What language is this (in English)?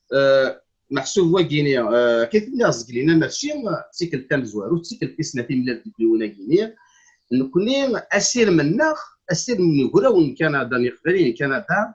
Kabyle